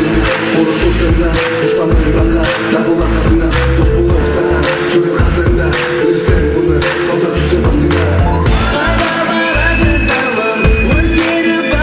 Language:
Kara-Kalpak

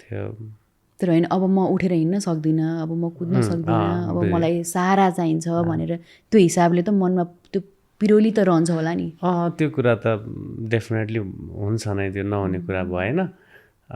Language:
Nepali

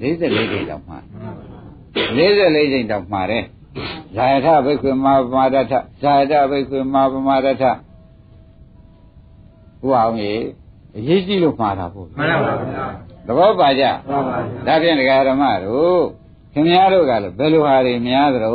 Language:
Burmese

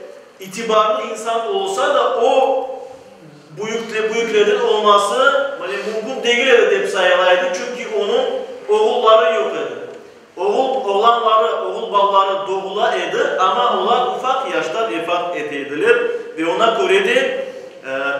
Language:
Crimean Tatar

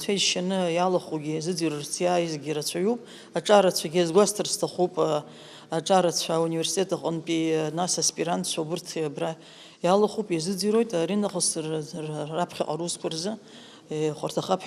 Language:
Abkhazian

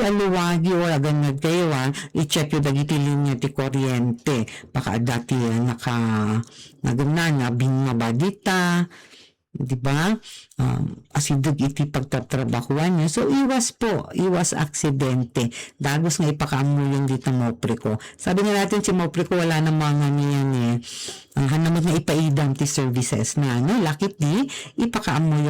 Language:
Iloko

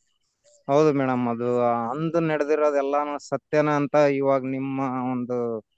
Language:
Kannada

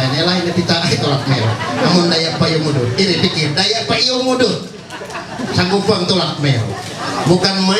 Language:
Ma'anyan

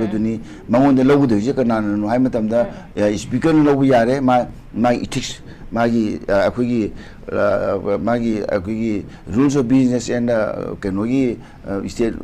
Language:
Manipuri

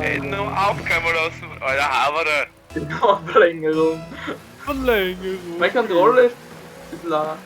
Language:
Bavarian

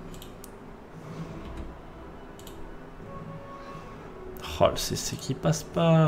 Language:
French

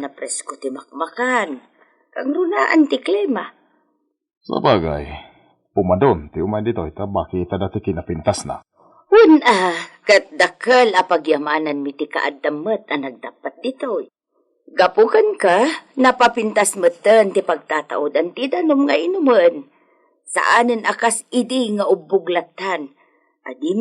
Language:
Iloko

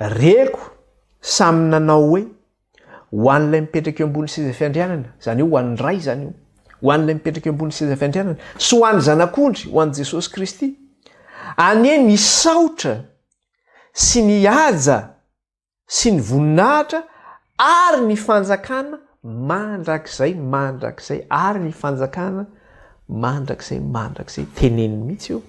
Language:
Malagasy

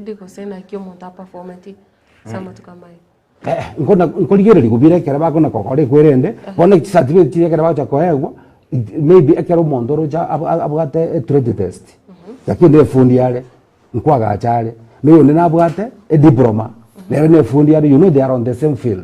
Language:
Gusii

